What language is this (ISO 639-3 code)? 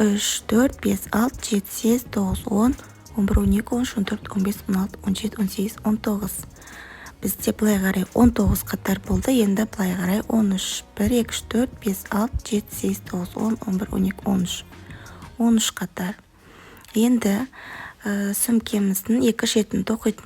kaz